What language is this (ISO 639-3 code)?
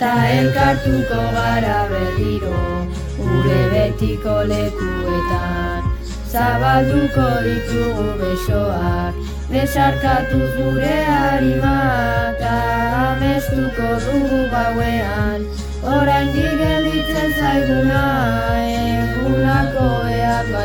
eus